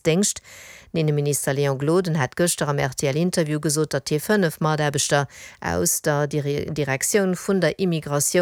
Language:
Luxembourgish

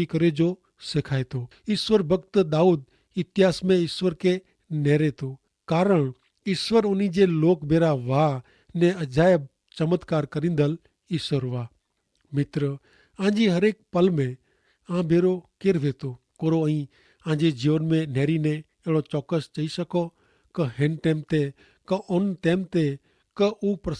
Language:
Kachhi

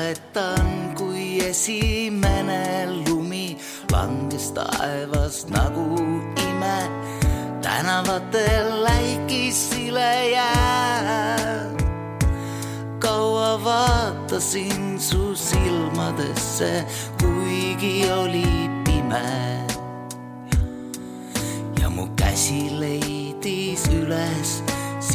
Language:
Estonian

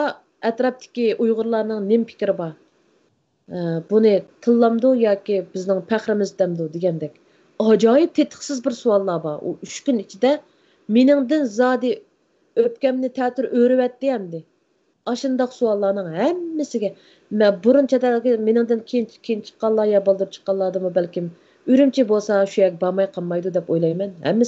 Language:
Uyghur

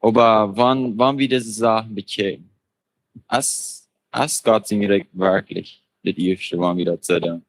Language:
Plautdietsch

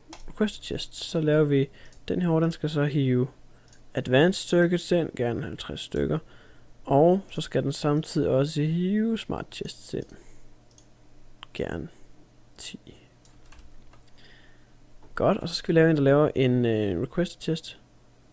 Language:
Danish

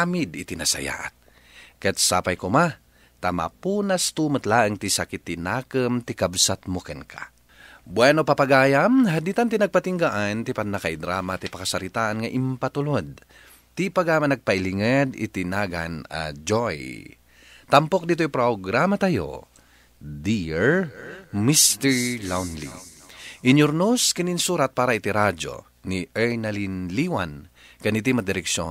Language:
Iloko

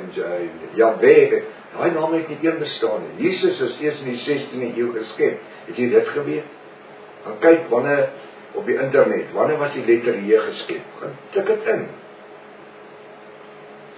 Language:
Afrikaans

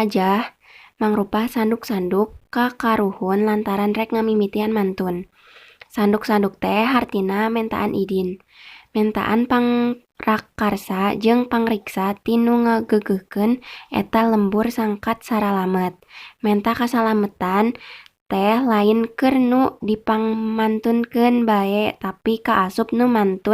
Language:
Sundanese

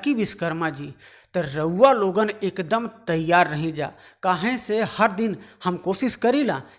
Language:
Bhojpuri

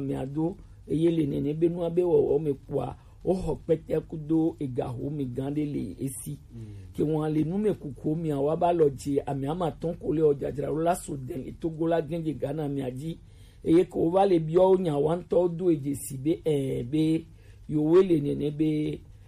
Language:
Gen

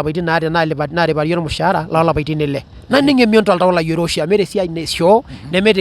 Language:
Masai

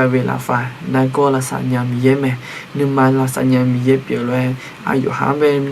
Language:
Akha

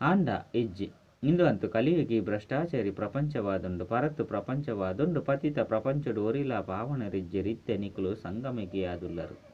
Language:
Tulu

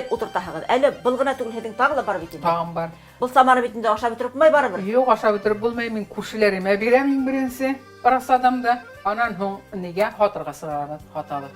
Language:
Bashkir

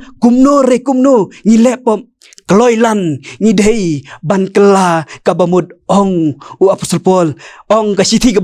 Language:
Khasi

